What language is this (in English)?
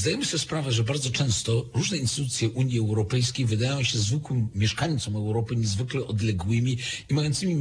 Polish